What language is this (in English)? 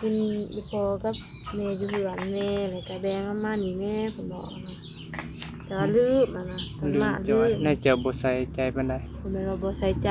Northeastern Thai